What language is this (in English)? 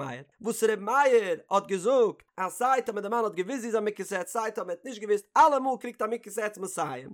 Yiddish